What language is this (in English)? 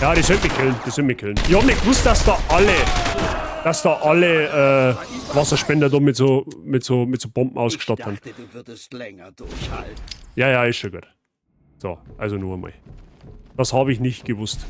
Bavarian